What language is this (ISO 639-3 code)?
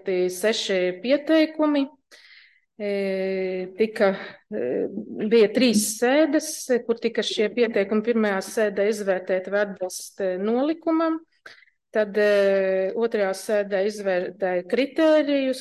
lav